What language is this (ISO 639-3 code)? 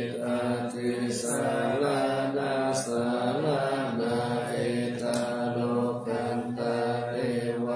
pli